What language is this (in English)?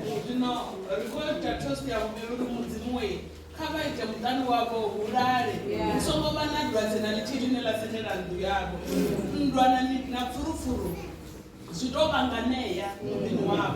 Venda